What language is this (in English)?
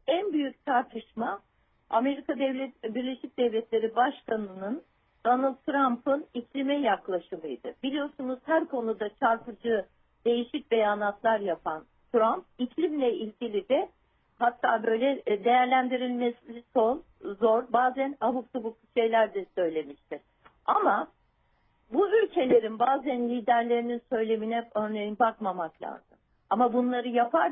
Turkish